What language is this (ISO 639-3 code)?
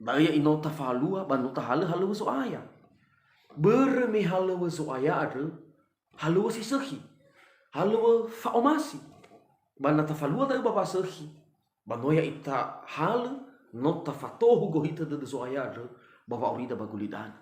nia